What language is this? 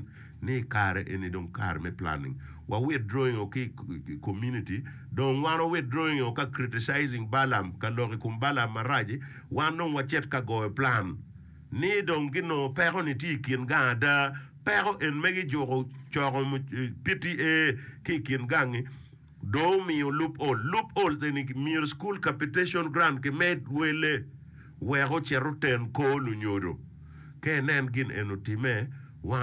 Acoli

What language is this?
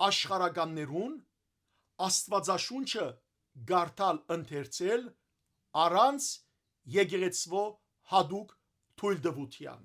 Western Armenian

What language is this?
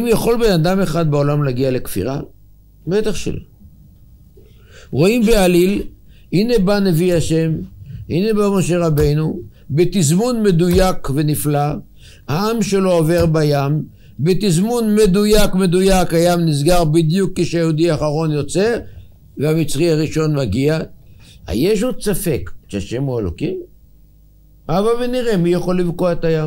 Hebrew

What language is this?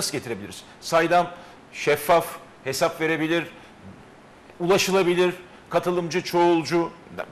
Turkish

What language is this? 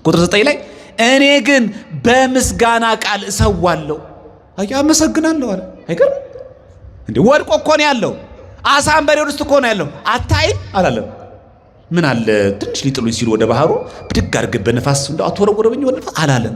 Amharic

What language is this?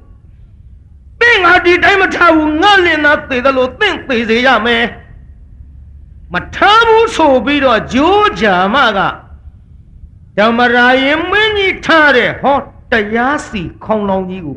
Burmese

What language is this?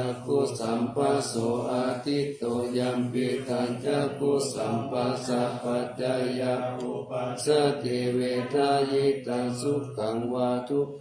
Pali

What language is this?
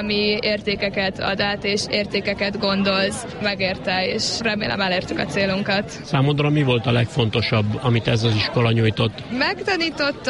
Hungarian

